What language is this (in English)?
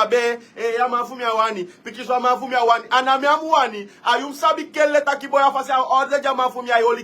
Sranan Tongo